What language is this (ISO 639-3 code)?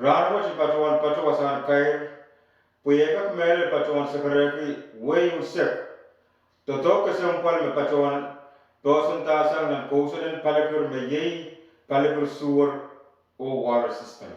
pon